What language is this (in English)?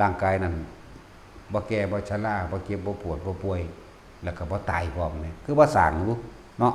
Northeastern Thai